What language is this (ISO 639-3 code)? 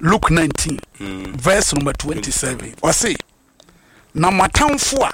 aka